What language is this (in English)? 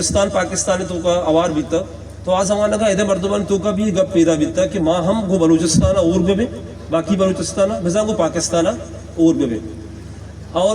Baluchi